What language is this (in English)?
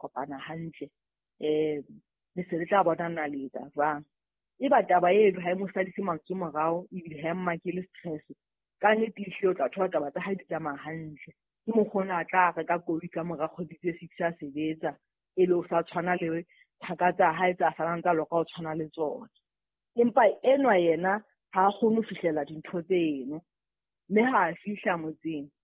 Southern Sotho